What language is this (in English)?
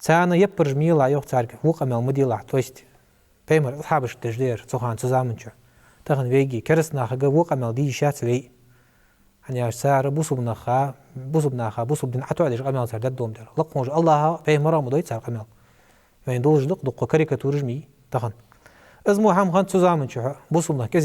Ingush